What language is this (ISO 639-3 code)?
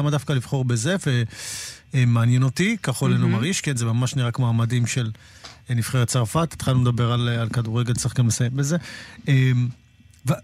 heb